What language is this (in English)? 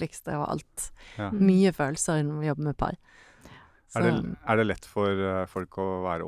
Norwegian